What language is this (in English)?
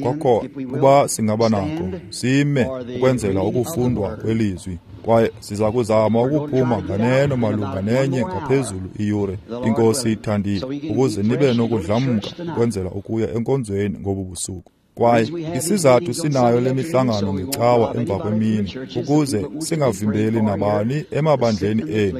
Xhosa